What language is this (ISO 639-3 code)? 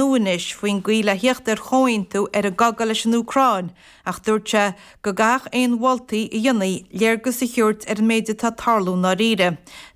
gle